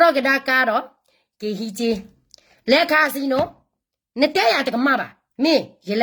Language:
S'gaw Karen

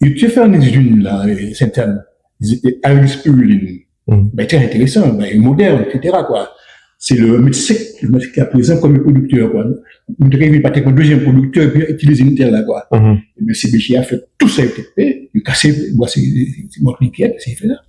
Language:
Guadeloupean Creole French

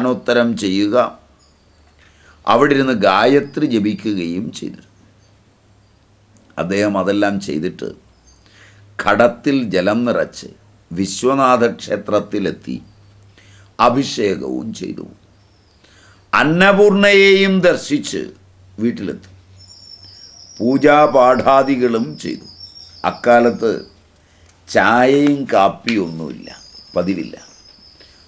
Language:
Malayalam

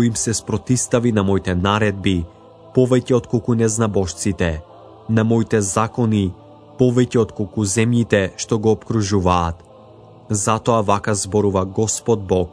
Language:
Macedonian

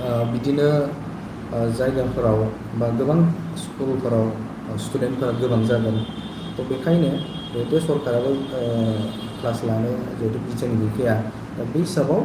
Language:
Bodo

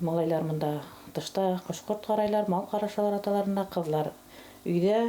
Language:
Bashkir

